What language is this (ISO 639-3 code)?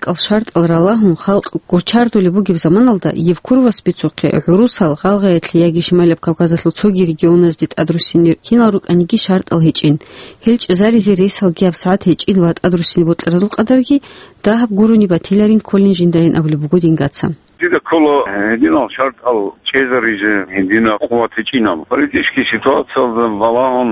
ava